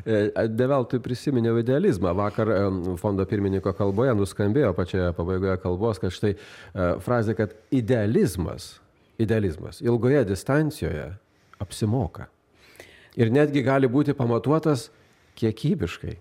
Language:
Lithuanian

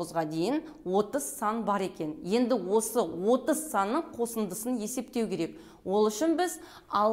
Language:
Kazakh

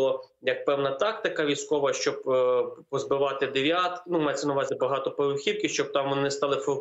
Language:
Ukrainian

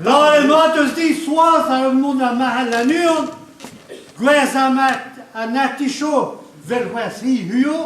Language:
Breton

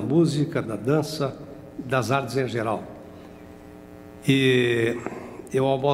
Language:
Portuguese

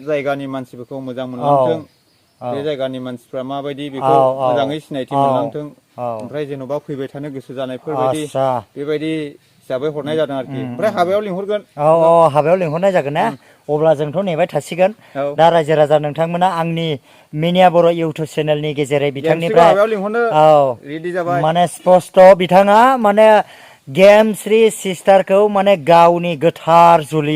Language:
Bodo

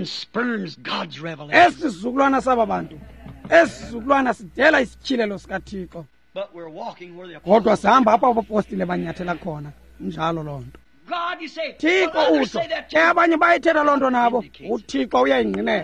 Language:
Xhosa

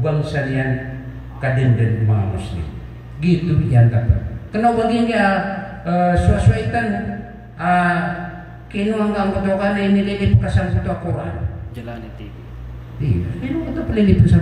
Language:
Maranao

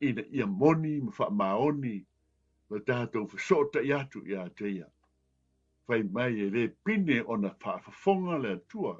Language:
Samoan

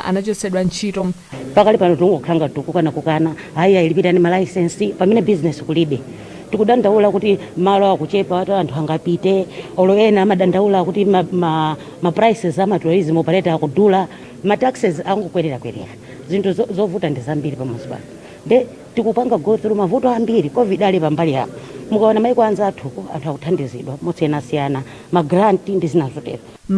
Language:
Nyanja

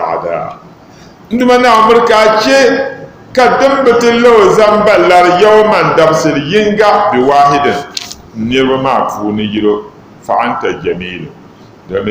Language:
Dagbani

